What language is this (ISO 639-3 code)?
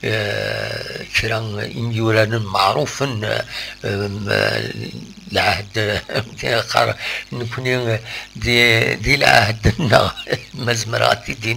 kab